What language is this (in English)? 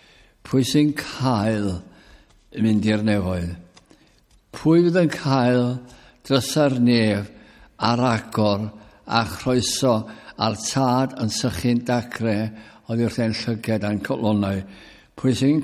Welsh